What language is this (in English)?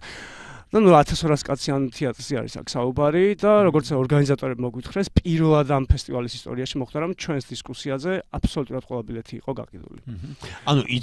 Georgian